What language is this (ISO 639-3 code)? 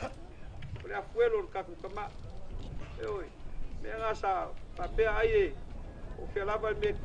smo